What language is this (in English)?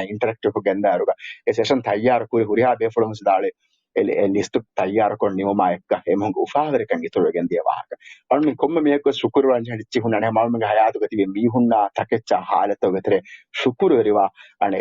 Divehi